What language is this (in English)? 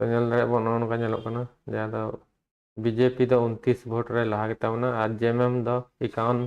Santali